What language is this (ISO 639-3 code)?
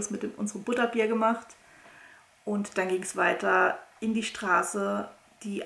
deu